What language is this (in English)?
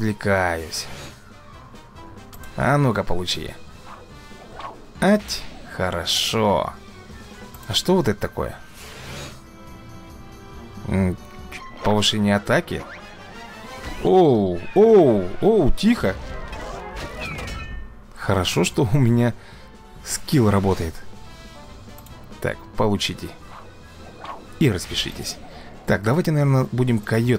Russian